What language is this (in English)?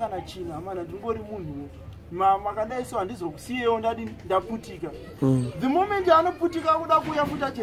Shona